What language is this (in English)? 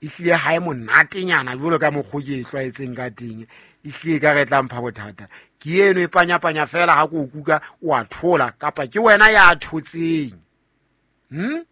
Southern Sotho